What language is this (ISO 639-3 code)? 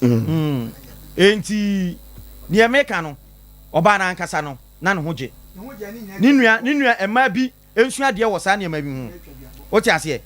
aka